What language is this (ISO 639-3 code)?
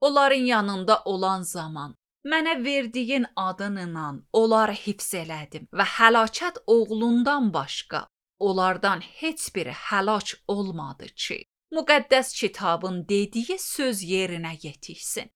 aze